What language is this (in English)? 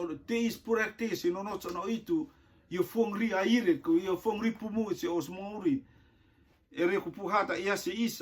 Rotuman